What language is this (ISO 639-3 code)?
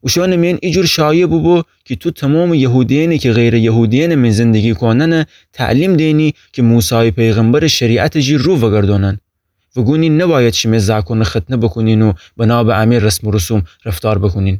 glk